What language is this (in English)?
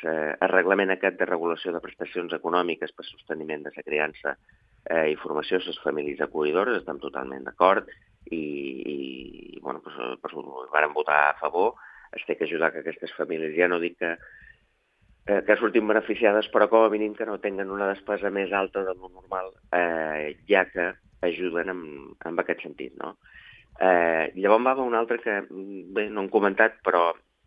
Catalan